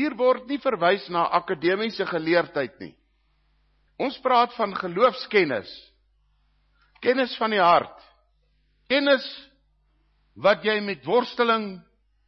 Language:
Afrikaans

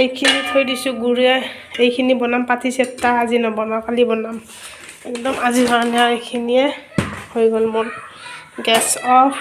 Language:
Assamese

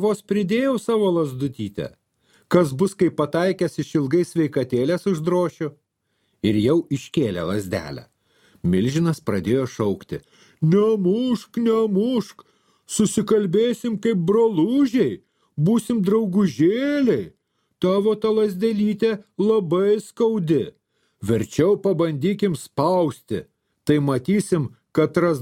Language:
Lithuanian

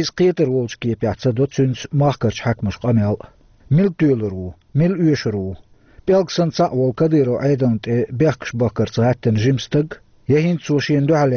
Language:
Chechen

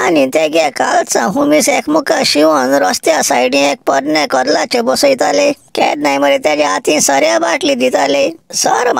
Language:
Konkani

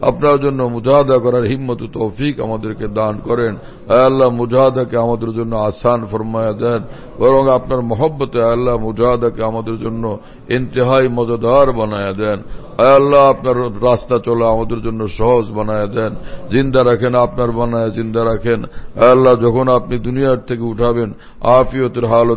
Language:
Bangla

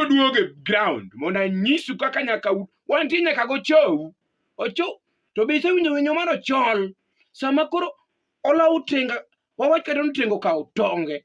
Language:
Luo (Kenya and Tanzania)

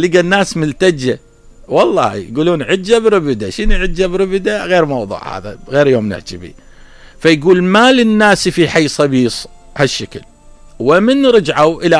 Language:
Mesopotamian Arabic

